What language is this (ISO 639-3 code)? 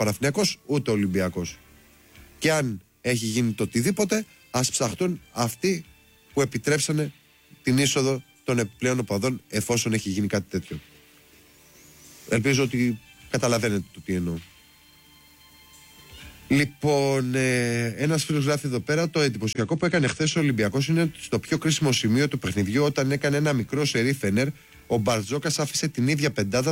ell